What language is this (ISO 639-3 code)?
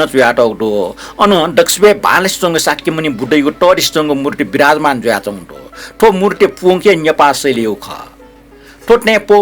new